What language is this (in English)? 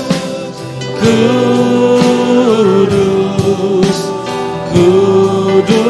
Iban